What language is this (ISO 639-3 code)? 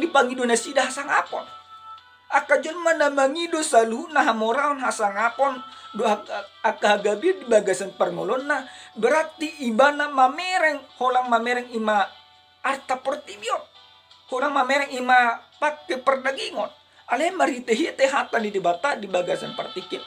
bbc